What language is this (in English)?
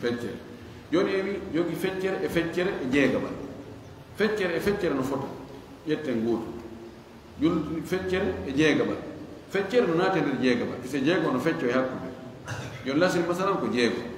Fula